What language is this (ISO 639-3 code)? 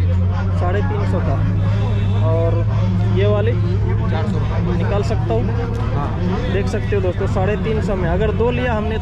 hin